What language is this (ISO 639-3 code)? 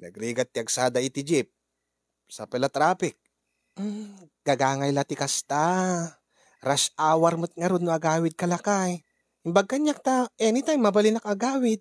ilo